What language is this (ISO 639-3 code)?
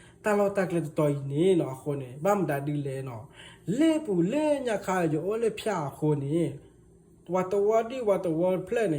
ksw